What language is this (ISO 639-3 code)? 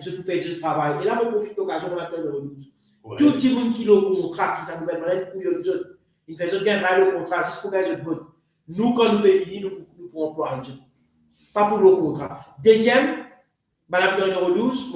mfe